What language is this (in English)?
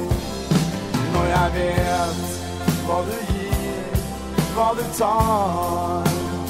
Norwegian